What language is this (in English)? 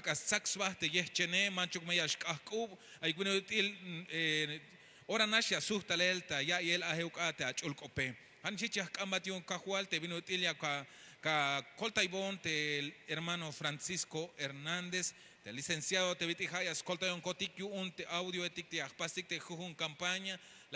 Tzeltal